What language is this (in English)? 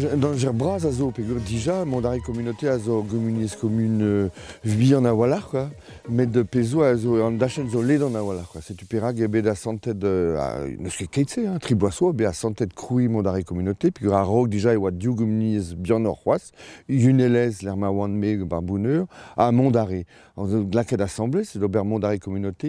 Breton